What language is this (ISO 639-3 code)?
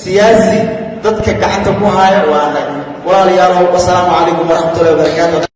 som